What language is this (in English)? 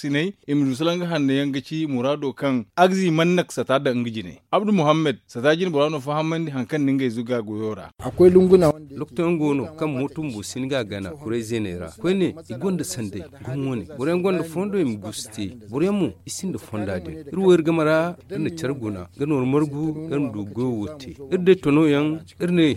Zarma